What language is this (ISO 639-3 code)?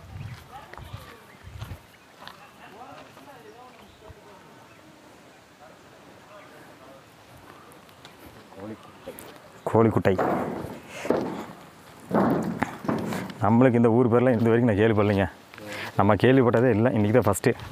tam